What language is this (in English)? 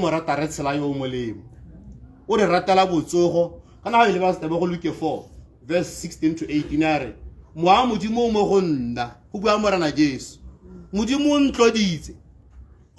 Tswana